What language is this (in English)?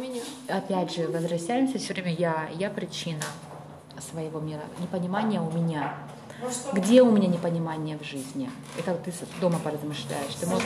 Russian